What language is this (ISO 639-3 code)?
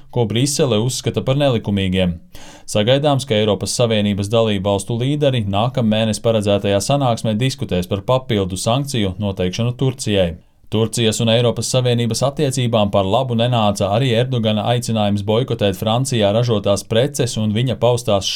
lav